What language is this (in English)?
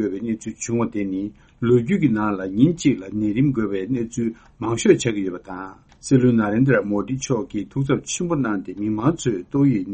Tibetan